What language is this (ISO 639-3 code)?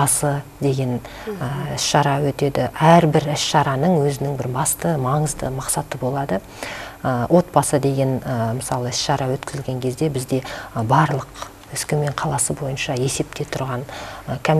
kaz